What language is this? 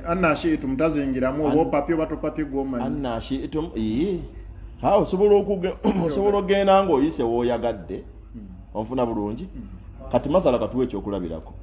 Ganda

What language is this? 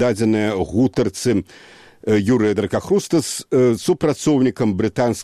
Belarusian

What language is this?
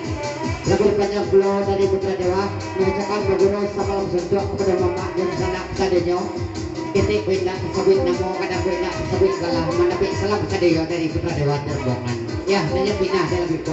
Minangkabau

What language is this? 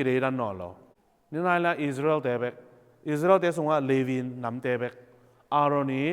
Tedim Chin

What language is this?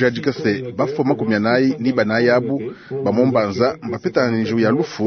Luba-Lulua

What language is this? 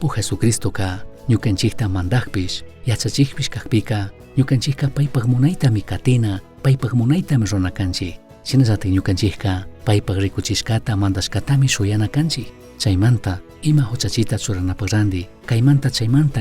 Chimborazo Highland Quichua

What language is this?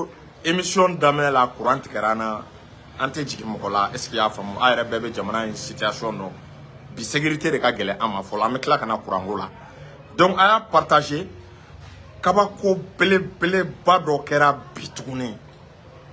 Bambara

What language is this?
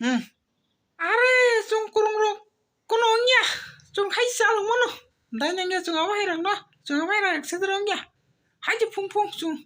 Kok Borok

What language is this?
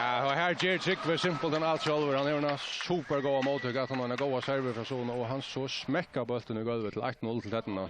Faroese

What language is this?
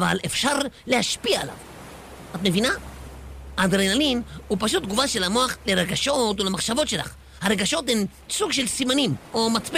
Hebrew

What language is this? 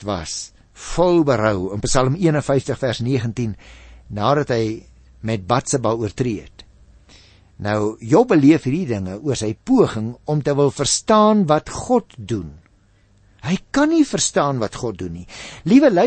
Afrikaans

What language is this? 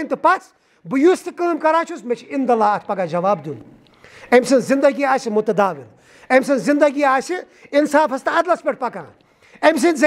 Kashmiri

